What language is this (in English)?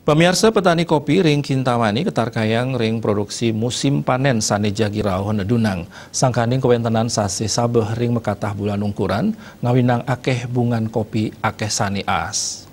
Balinese